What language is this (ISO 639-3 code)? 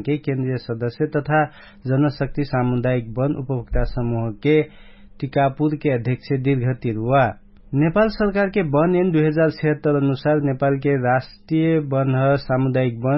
thl